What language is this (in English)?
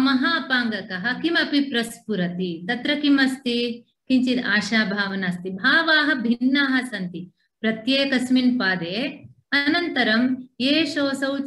Sanskrit